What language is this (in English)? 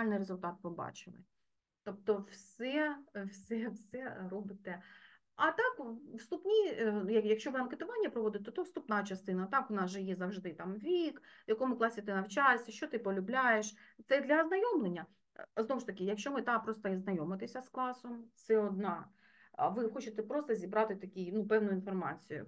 Ukrainian